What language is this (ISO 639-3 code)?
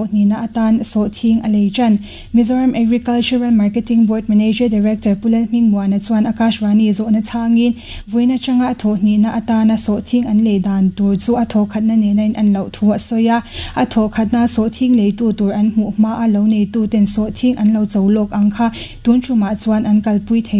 lus